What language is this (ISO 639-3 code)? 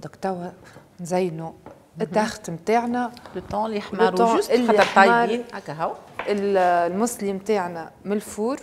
aeb